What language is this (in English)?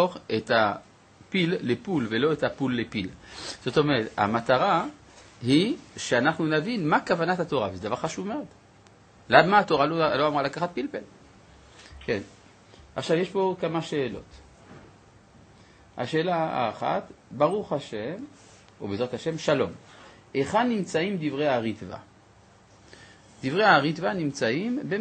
Hebrew